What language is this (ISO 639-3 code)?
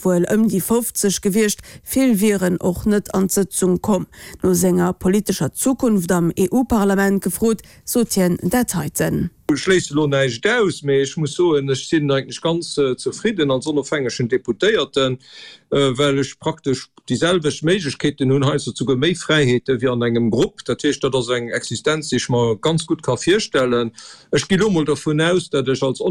ltz